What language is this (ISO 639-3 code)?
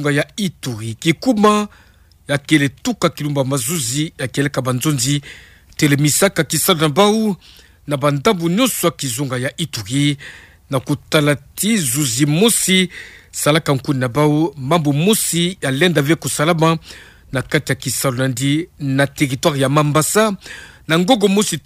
ktu